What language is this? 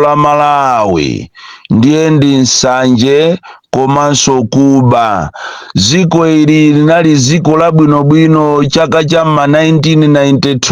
Nyanja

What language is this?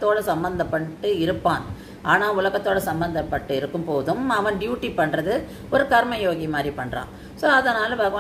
Tamil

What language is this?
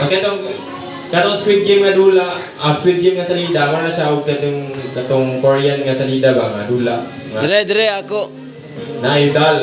Cebuano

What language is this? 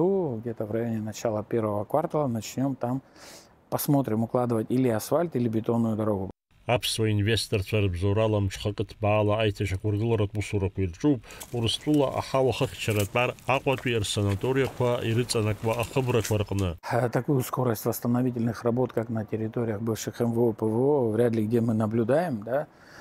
Abkhazian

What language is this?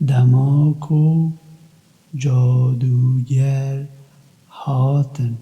Kurdish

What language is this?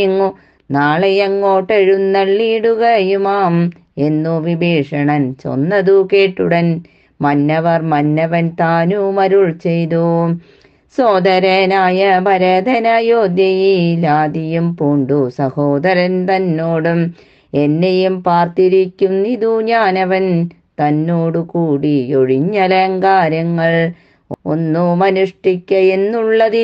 Malayalam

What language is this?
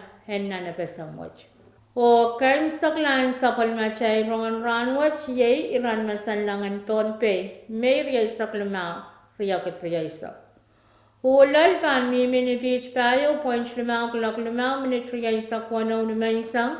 Pohnpeian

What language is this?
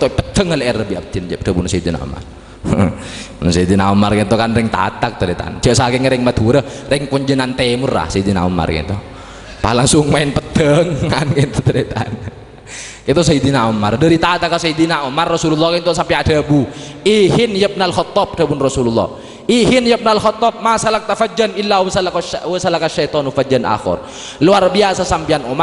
Madurese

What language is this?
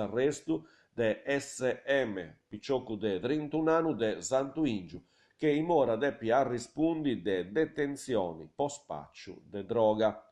Sardinian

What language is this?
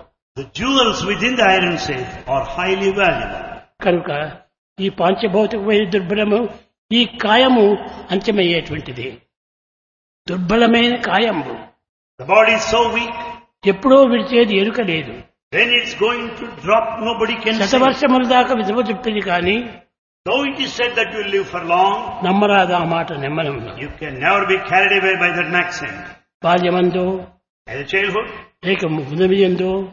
Telugu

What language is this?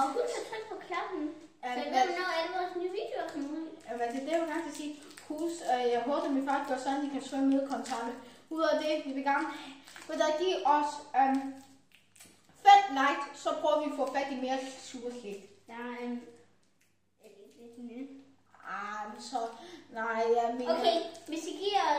Danish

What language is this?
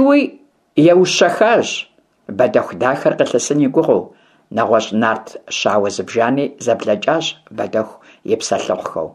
Kabardian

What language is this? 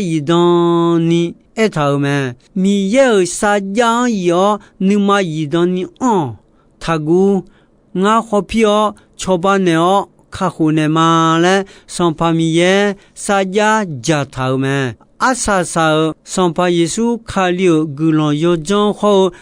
Akha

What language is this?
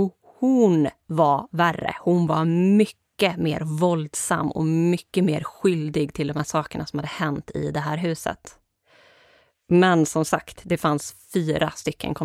Swedish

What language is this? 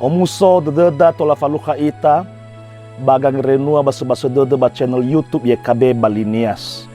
Nias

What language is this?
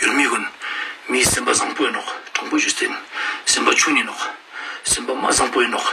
Ladakhi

